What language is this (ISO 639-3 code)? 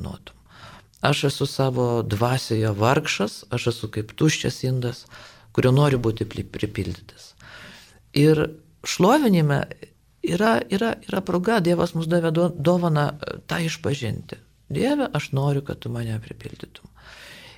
lit